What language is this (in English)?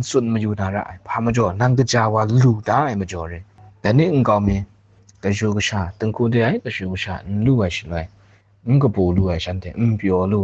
Kachin